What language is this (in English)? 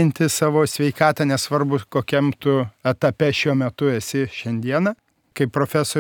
Lithuanian